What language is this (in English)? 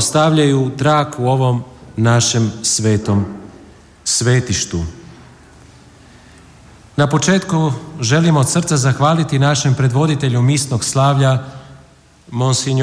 Croatian